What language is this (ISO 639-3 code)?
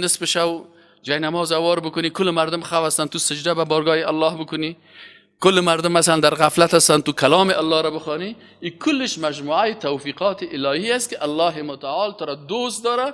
fas